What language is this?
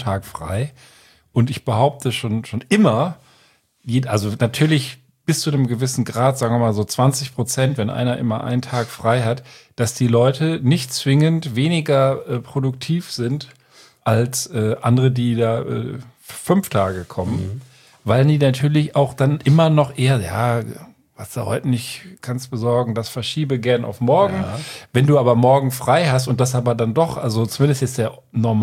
German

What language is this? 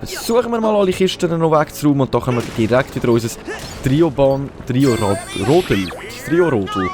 Swiss German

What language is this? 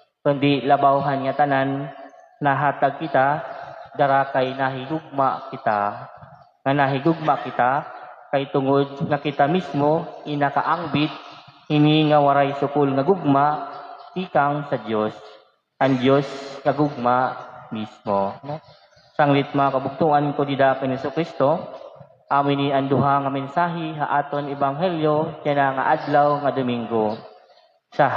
Waray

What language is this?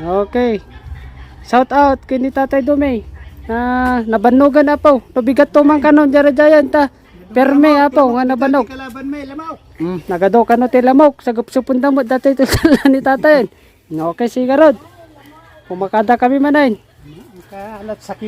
Iloko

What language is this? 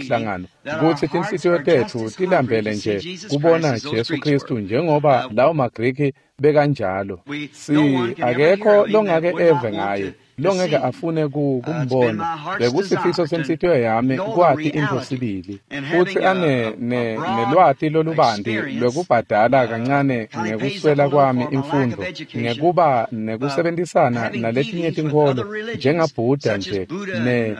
Swati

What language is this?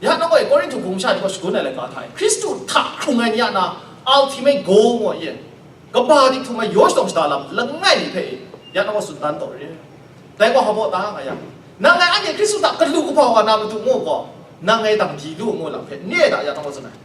Kachin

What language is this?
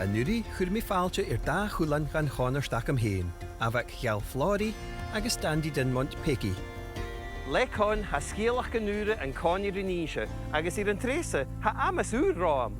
Scottish Gaelic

